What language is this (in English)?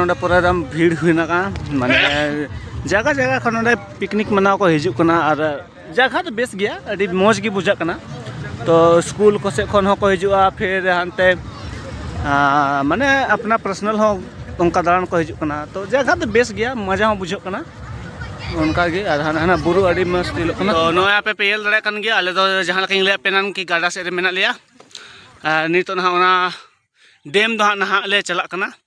Santali